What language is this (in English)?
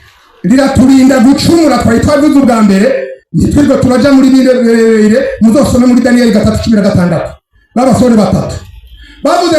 Rundi